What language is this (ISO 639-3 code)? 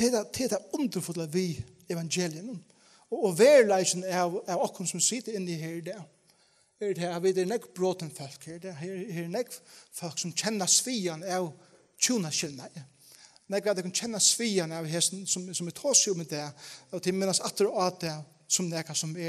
fao